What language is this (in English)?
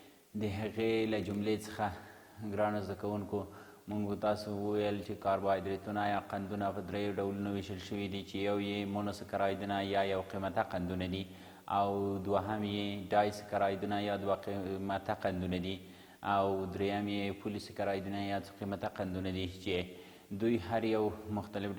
Pashto